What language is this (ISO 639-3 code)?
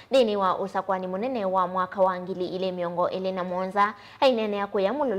kam